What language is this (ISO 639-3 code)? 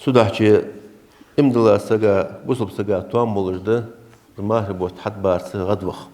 inh